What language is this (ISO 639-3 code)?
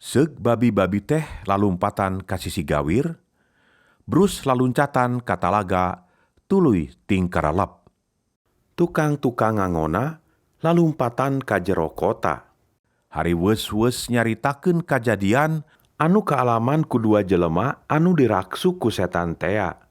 sun